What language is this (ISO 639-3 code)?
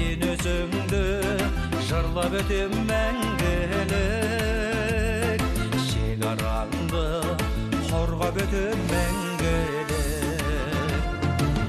kaz